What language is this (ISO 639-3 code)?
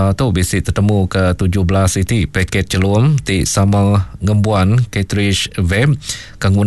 iba